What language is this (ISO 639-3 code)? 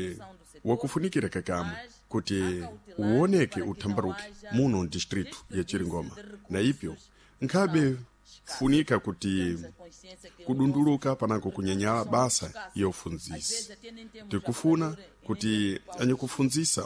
seh